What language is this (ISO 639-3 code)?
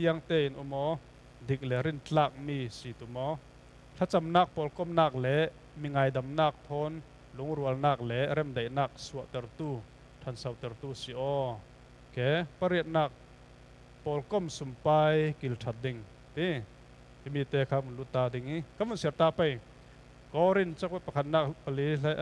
cfm